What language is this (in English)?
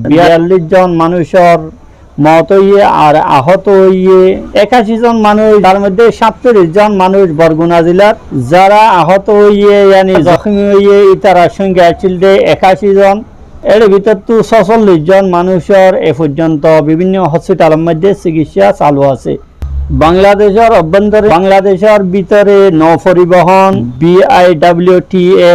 Rohingya